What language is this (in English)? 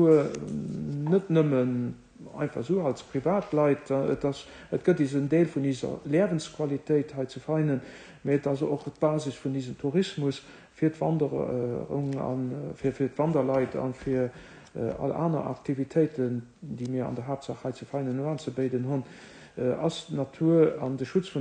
Luxembourgish